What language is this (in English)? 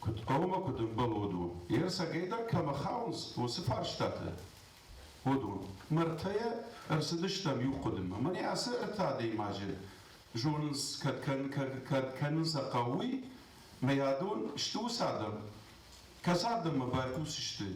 Ossetic